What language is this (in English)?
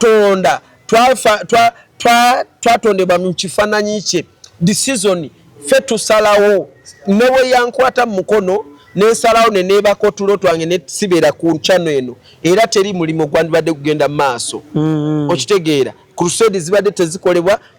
Ganda